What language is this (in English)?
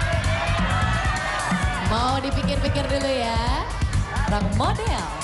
Indonesian